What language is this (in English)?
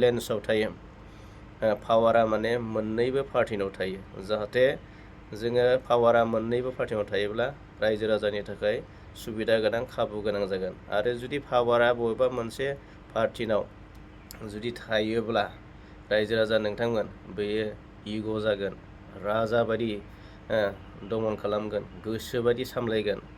Bodo